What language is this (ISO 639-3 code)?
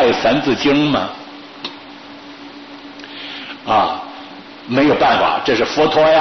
zho